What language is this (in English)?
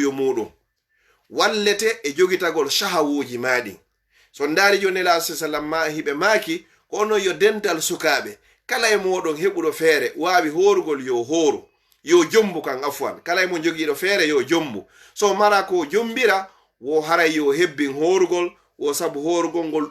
Fula